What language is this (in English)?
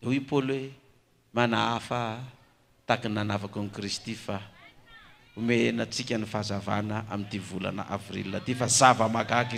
Malagasy